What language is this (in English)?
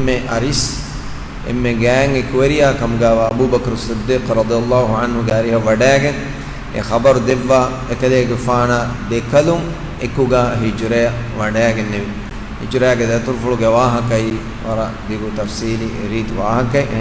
Divehi